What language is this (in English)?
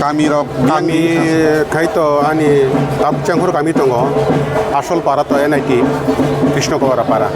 Kok Borok